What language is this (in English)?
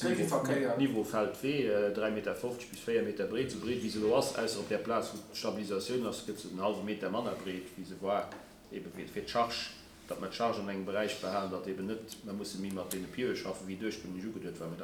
Luxembourgish